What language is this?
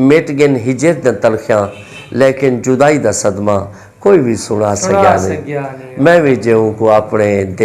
Saraiki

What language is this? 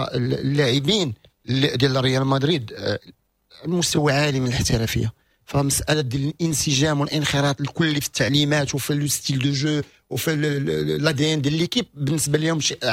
Moroccan Arabic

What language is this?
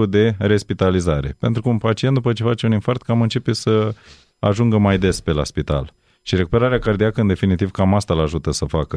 Romanian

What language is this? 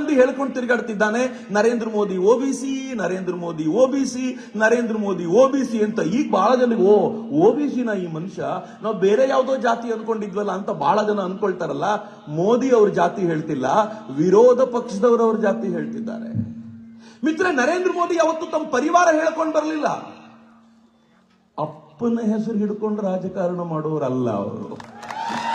Kannada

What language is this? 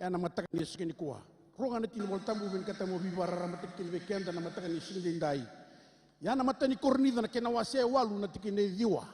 Fijian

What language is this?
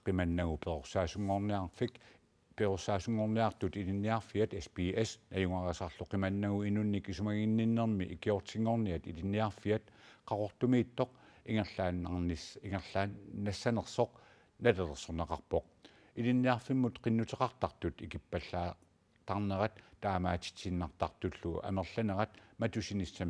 Kalaallisut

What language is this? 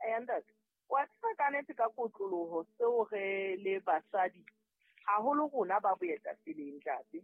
Southern Sotho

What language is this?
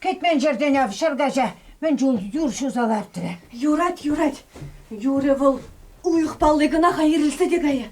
Chuvash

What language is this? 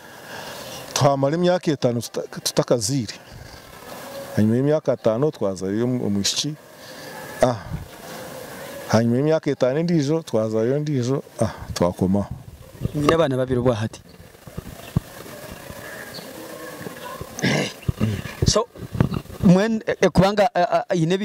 Kinyarwanda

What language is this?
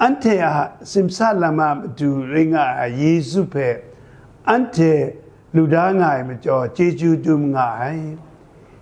Kachin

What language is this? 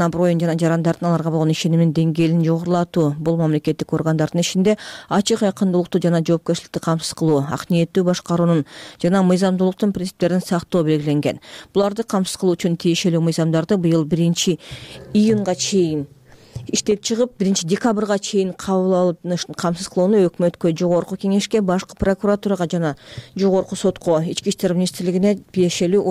Kyrgyz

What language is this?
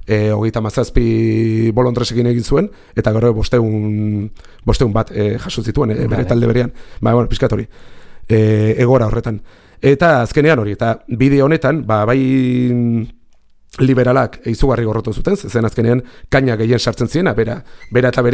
Basque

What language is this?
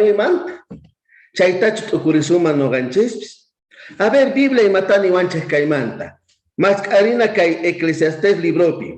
South Bolivian Quechua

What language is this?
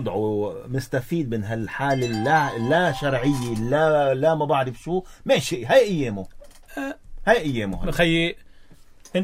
North Levantine Arabic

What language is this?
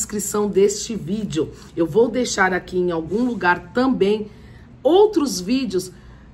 Portuguese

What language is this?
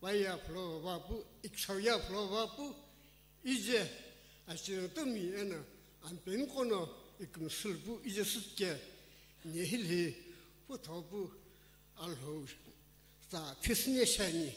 Sumi Naga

